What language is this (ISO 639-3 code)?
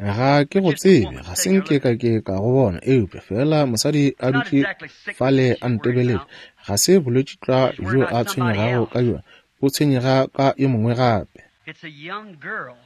nso